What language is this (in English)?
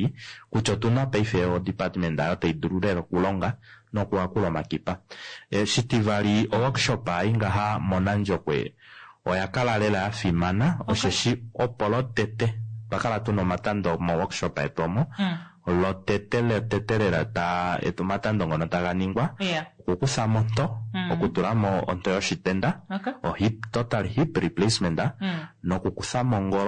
Kuanyama